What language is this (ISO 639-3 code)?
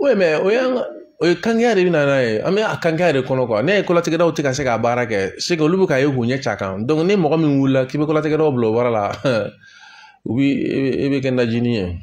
bam